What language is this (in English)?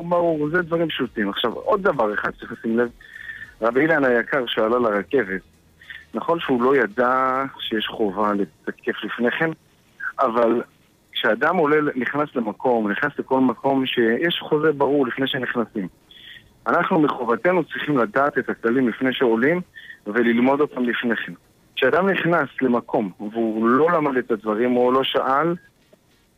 Hebrew